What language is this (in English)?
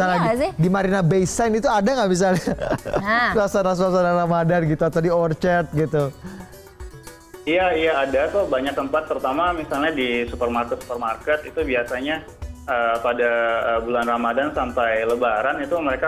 Indonesian